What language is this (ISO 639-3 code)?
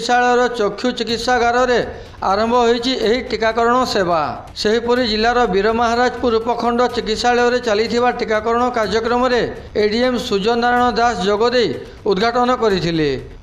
ori